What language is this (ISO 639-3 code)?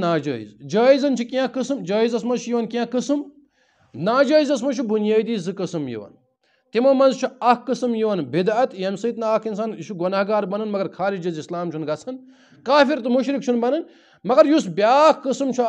kas